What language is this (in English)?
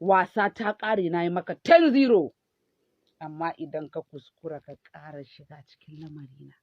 Hausa